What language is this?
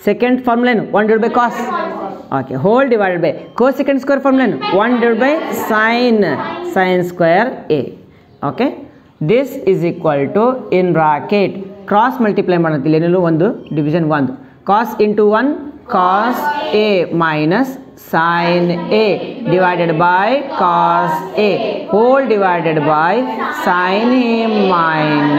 Kannada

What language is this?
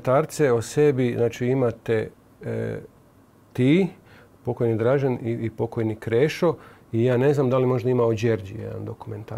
Croatian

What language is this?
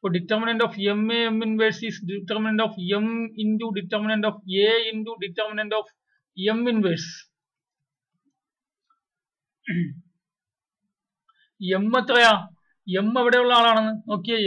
Malayalam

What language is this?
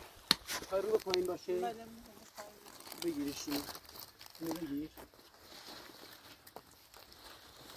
Persian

